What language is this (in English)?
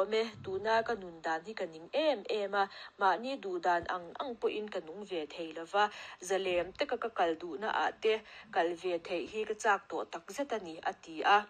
Mizo